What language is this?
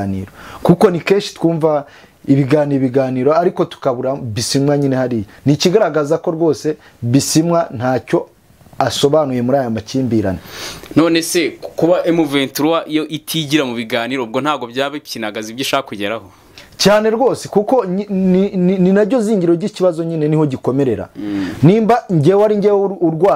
Kinyarwanda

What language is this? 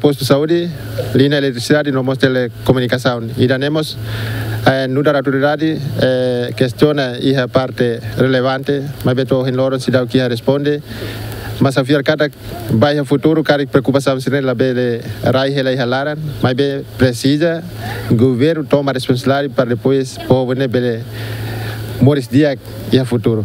Tetum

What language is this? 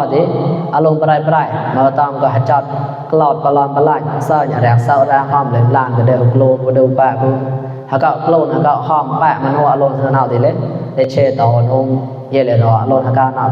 Mon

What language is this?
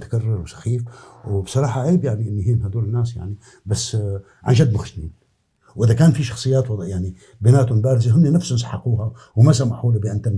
North Levantine Arabic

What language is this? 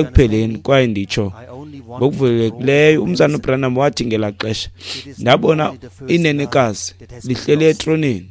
Xhosa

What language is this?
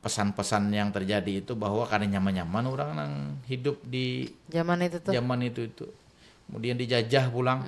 Banjar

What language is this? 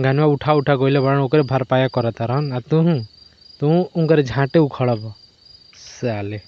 Bhojpuri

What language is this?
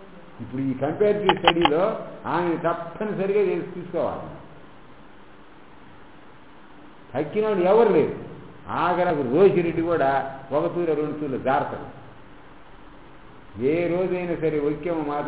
Telugu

